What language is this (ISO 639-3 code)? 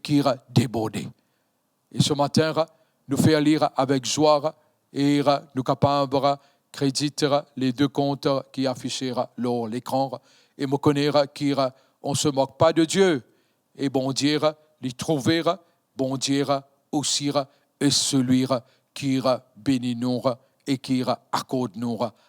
mfe